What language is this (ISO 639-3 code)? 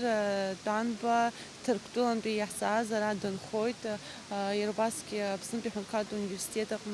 abk